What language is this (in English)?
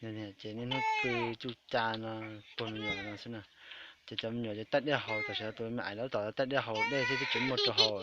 Hmong